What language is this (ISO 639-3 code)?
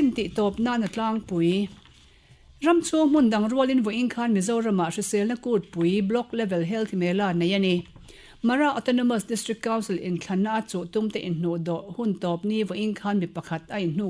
lus